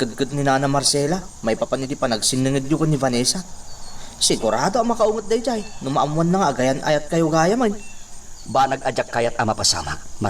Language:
Iloko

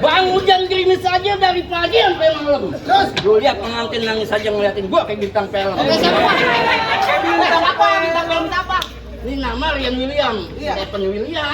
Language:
Betawi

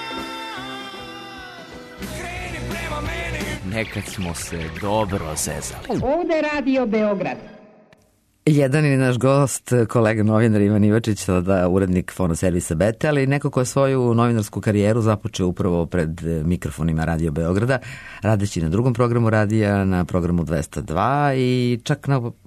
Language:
Serbian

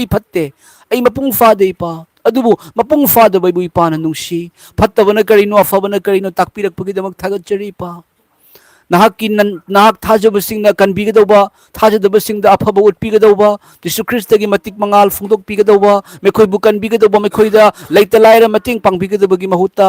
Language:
Manipuri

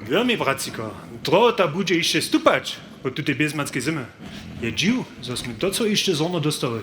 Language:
Upper Sorbian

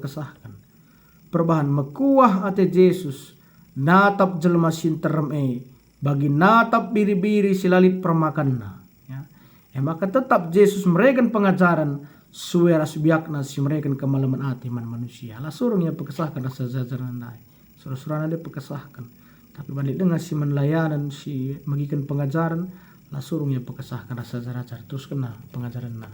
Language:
Batak Karo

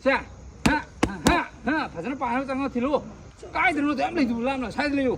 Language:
Manipuri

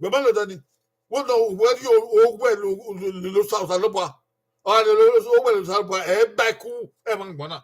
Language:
Bini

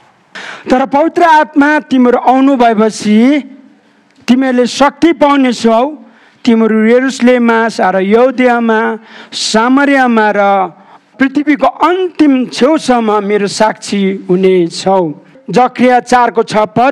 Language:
Nepali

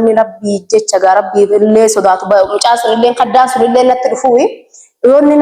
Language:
Oromo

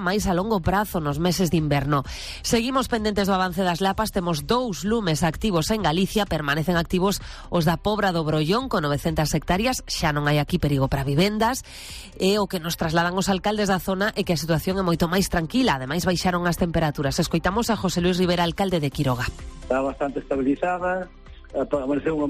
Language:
Galician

